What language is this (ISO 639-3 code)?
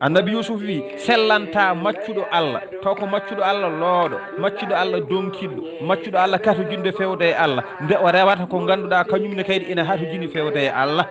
ful